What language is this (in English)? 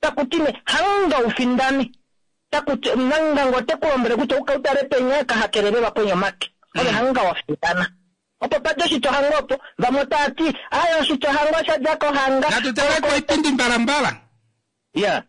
Kuanyama